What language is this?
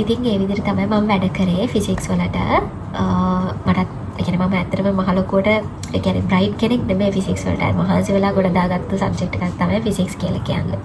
Sinhala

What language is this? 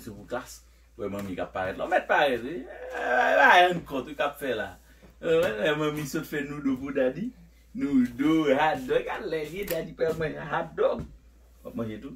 Haitian Creole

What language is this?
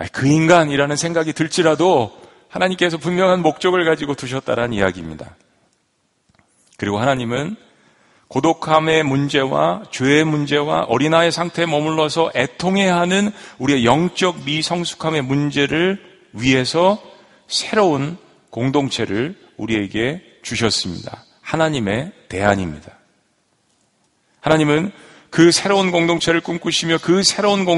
Korean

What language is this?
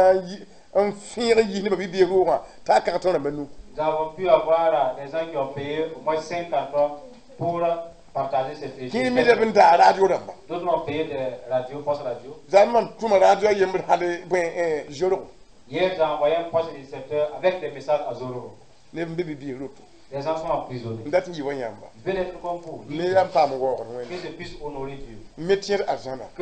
Mossi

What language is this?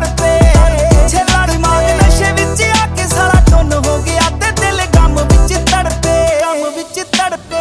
Punjabi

